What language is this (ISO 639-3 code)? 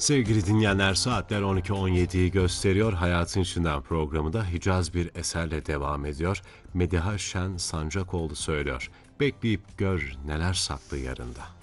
tur